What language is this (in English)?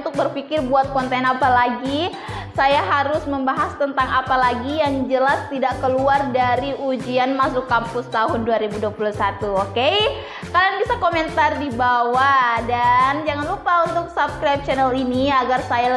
Indonesian